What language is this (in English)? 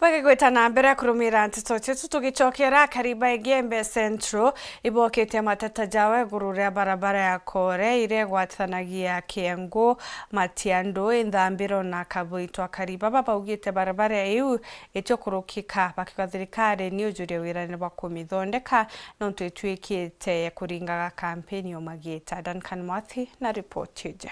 Meru